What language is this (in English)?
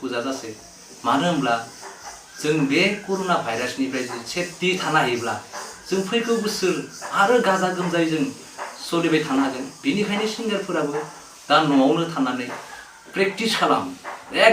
Bodo